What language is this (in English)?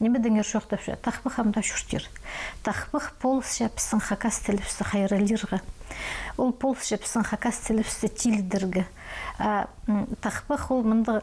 Khakas